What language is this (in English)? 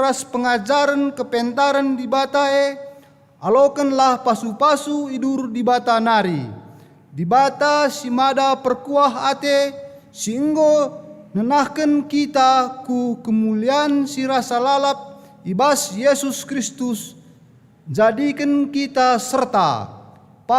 Batak Karo